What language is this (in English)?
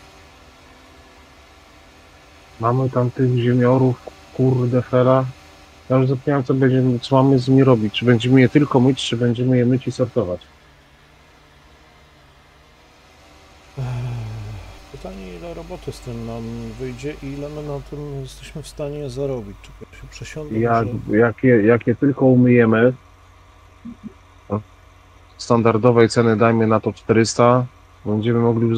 Polish